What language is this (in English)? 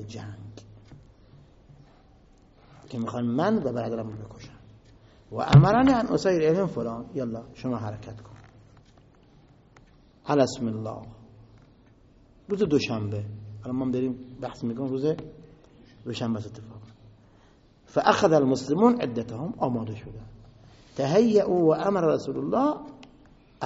Persian